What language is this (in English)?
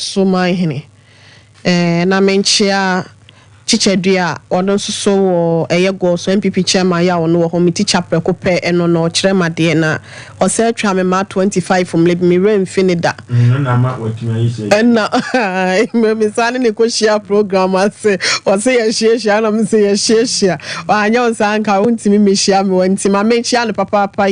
Akan